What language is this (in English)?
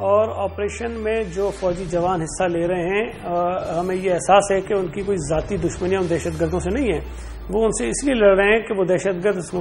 Urdu